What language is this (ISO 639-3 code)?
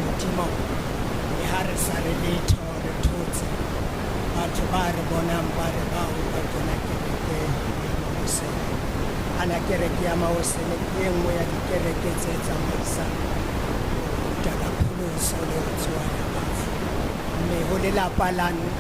sot